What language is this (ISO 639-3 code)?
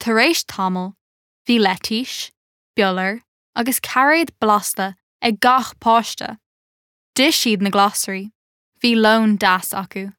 gle